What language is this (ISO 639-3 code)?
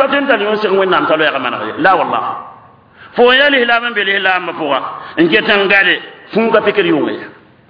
mos